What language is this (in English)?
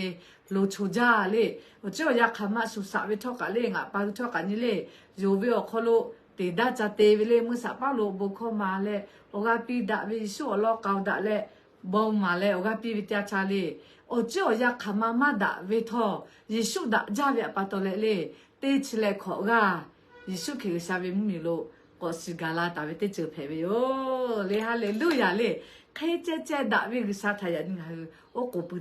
Lahu